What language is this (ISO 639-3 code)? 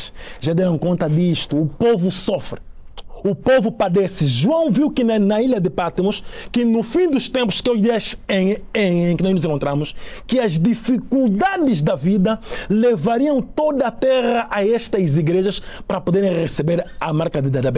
por